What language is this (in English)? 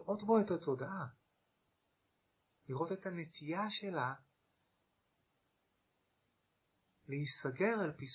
Hebrew